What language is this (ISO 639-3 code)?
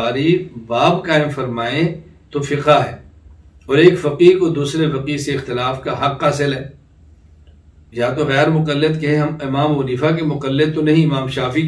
urd